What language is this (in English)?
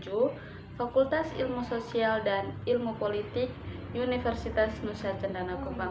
Indonesian